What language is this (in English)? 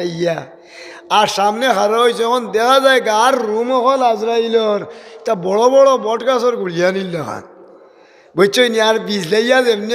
Sylheti